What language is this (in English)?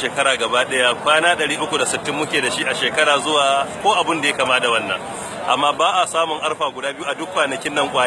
Hausa